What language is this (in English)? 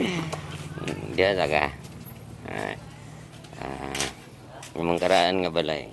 Cebuano